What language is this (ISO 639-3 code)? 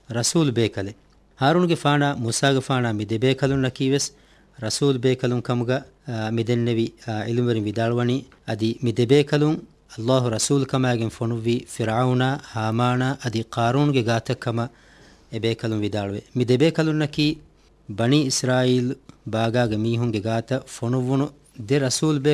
div